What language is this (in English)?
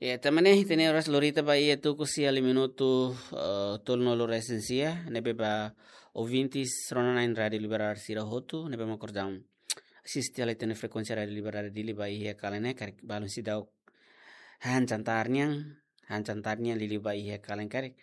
Tetum